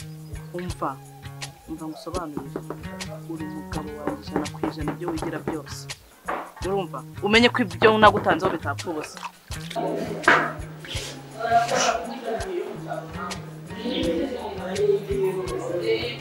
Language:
Kinyarwanda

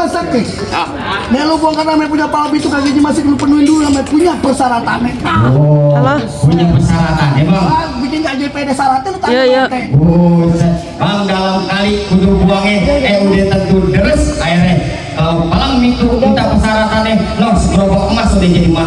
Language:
Betawi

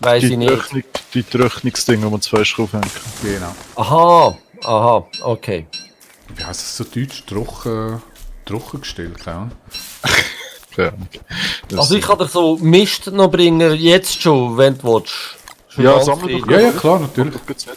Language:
Swiss German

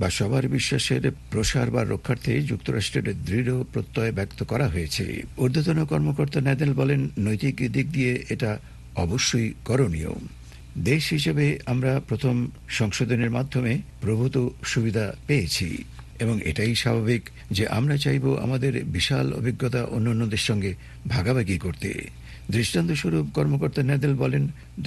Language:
Bangla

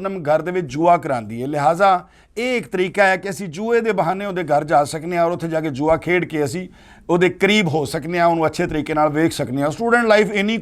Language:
Western Panjabi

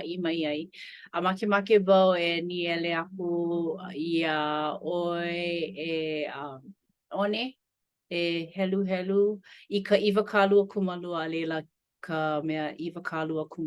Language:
Hawaiian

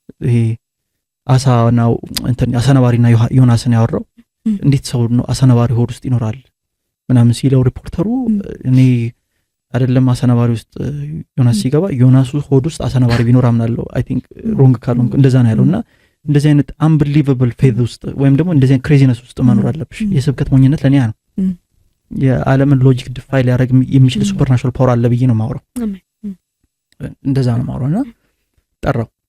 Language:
Amharic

